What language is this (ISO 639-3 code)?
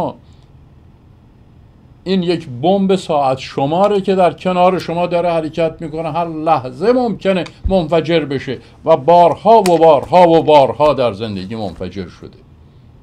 fas